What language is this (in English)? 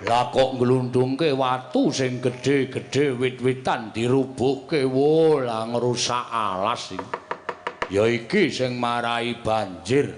Javanese